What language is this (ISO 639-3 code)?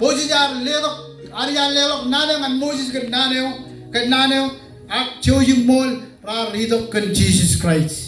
mah